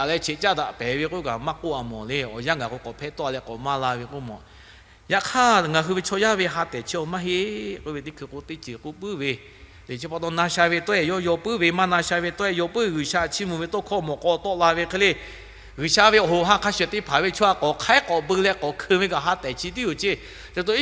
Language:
Lahu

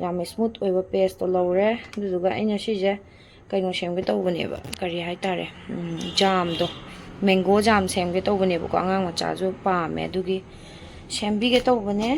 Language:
Manipuri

